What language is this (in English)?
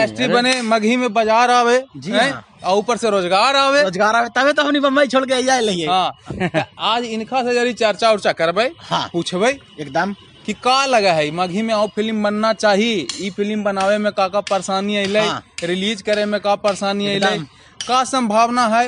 Magahi